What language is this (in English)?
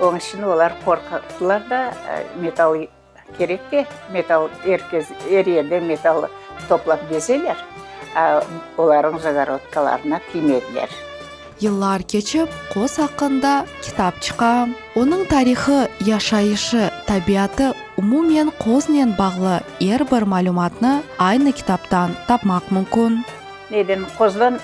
Crimean Tatar